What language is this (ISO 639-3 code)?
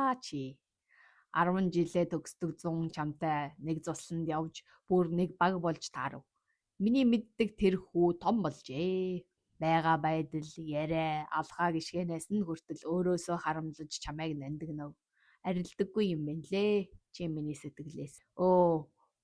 mon